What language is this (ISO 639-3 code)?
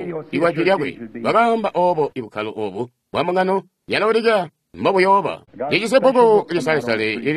toi